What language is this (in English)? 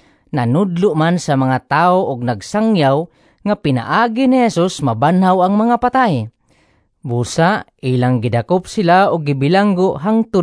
Cebuano